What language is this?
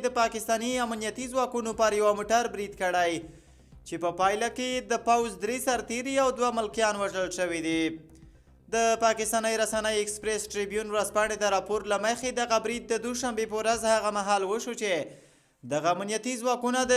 Pashto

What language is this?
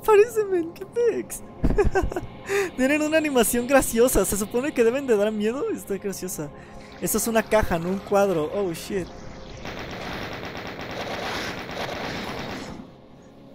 Spanish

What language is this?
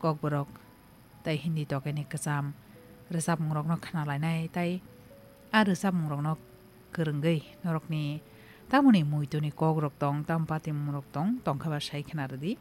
Kok Borok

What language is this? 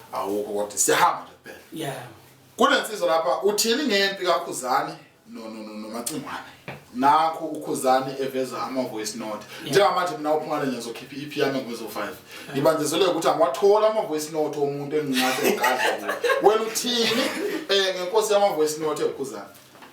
Zulu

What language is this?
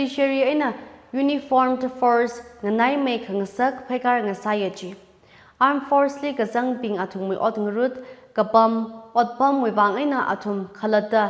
Tangkhul Naga (India)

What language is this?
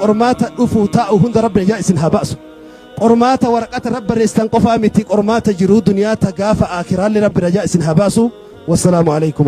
Oromo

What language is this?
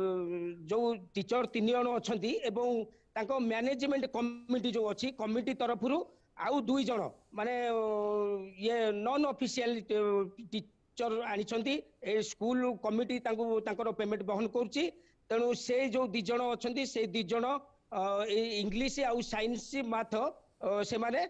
Odia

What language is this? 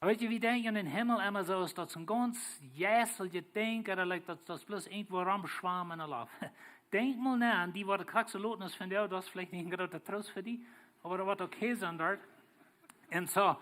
Plautdietsch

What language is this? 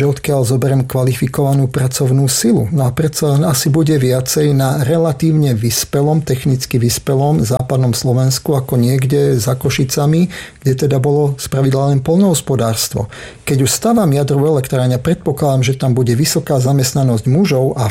Slovak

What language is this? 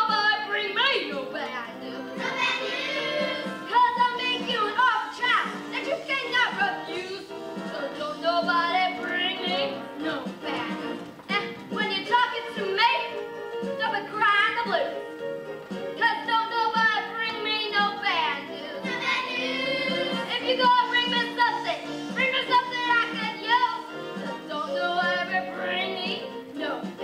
English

